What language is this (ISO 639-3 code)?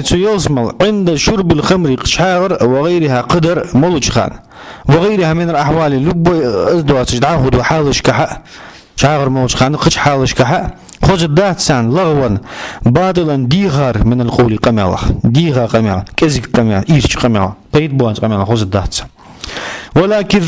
inh